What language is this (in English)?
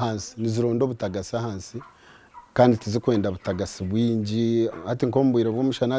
Nyankole